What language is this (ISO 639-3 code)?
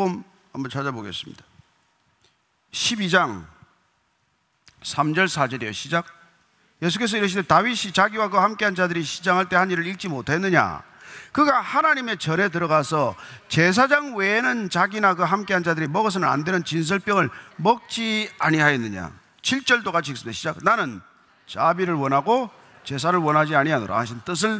kor